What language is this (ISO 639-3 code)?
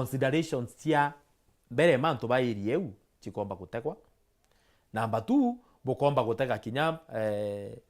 mer